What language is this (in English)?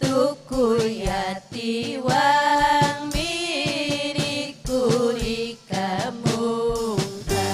Ayacucho Quechua